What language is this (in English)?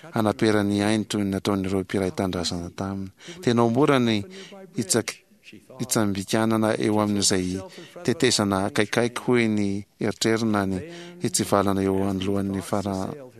Malagasy